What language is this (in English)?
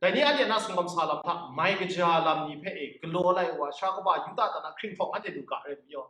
Kachin